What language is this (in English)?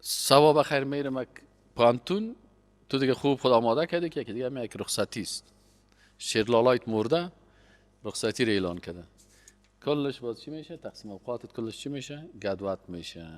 Persian